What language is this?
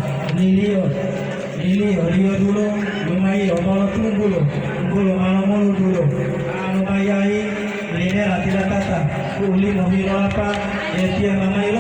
Gorontalo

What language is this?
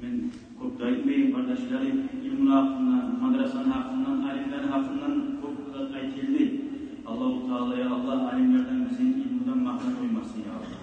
Kumyk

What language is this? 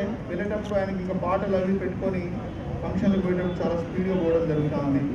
Telugu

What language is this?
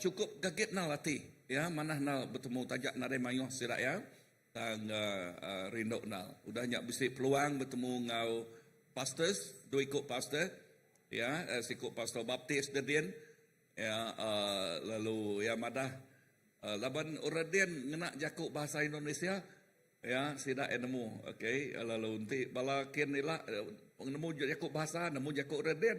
Iban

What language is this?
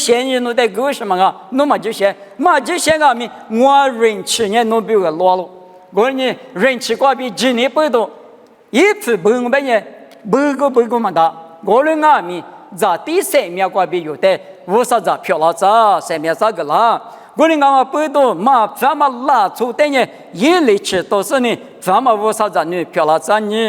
Lisu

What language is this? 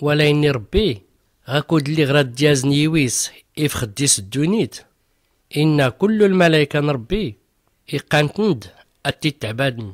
Tachelhit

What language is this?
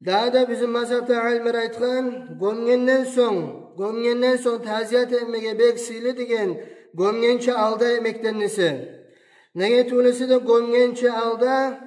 Kumyk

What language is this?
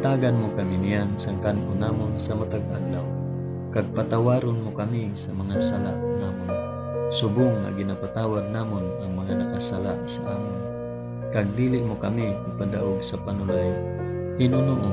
Hiligaynon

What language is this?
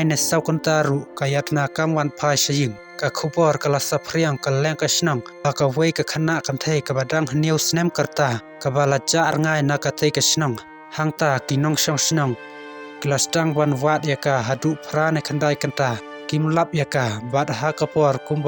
Khasi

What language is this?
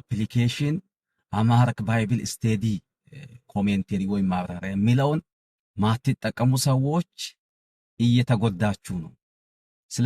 Amharic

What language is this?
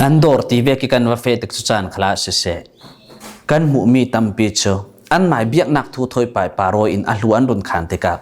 Falam Chin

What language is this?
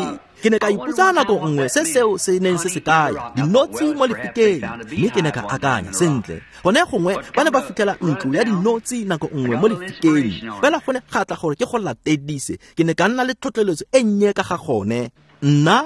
Tswana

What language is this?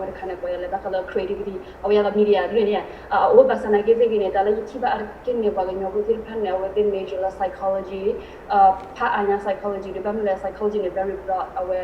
S'gaw Karen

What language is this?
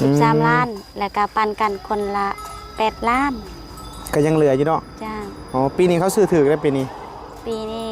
Northeastern Thai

